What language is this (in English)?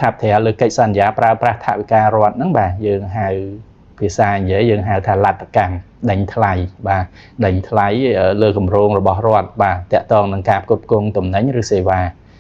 Khmer